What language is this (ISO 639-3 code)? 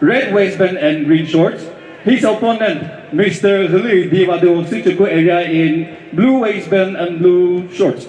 nri